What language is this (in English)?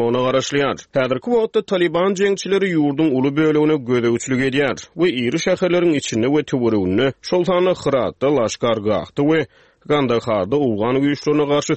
Turkmen